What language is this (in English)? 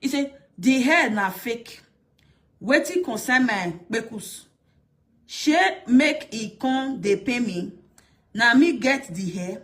Nigerian Pidgin